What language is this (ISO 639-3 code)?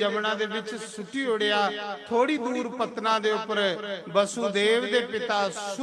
doi